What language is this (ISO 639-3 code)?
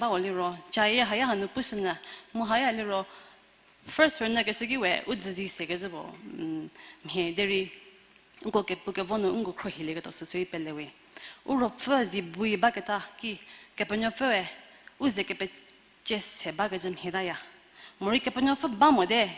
njm